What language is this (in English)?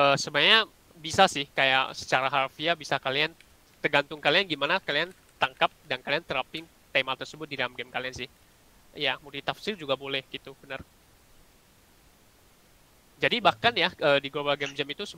Indonesian